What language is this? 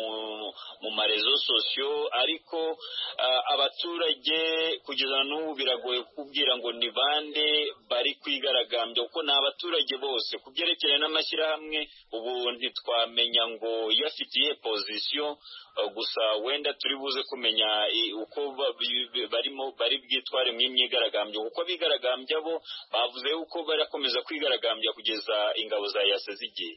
Kinyarwanda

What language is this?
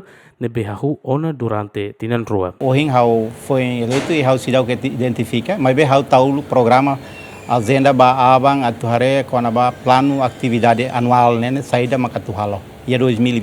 Tetum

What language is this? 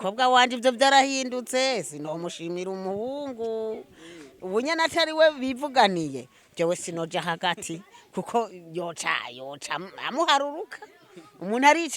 Rundi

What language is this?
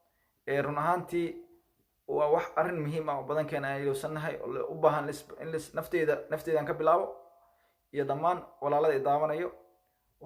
Somali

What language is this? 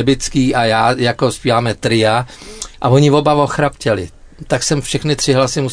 Czech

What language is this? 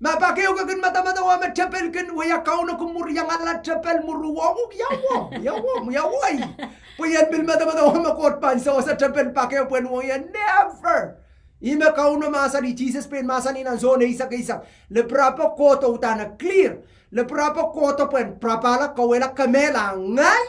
Pohnpeian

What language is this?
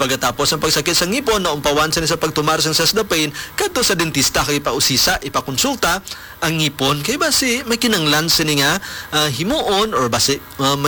Hiligaynon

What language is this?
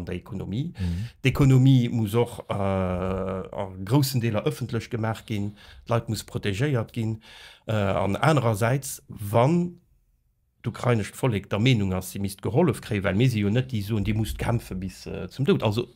Luxembourgish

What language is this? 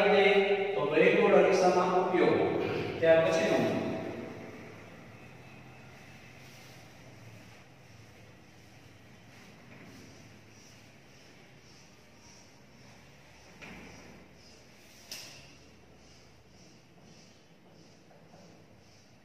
Gujarati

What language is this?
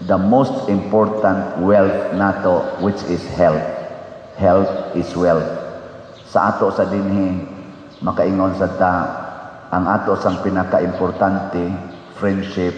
Cebuano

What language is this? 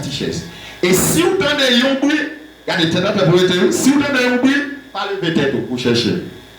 Haitian Creole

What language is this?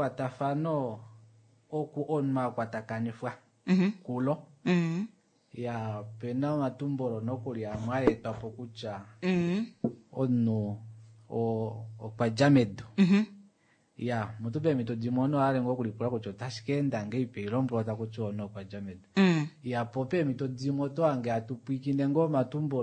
Kuanyama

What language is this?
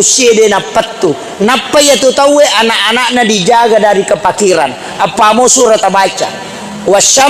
Buginese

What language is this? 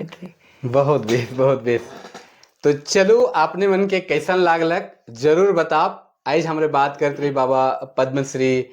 Sadri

